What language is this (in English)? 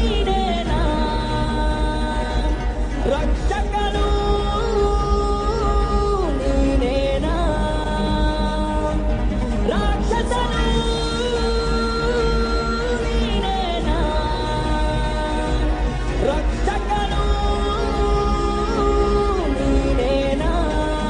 Kannada